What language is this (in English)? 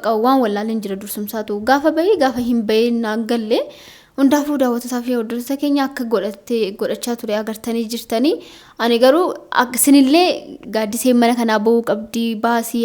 Oromo